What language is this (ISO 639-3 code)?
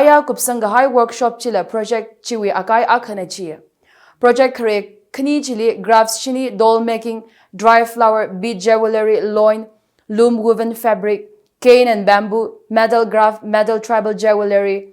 nmf